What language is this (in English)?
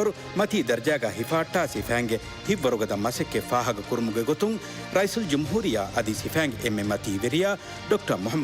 Divehi